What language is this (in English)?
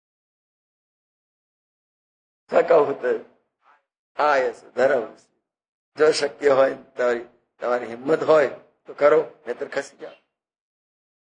Gujarati